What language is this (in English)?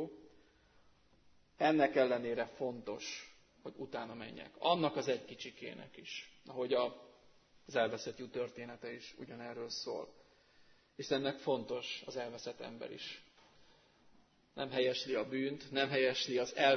Hungarian